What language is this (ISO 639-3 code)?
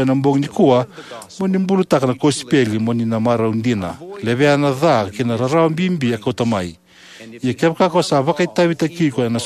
fij